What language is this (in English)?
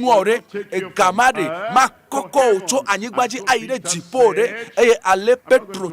Ewe